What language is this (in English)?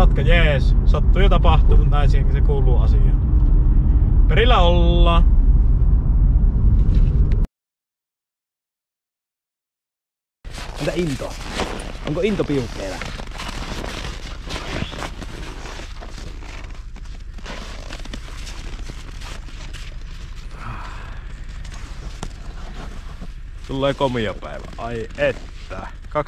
Finnish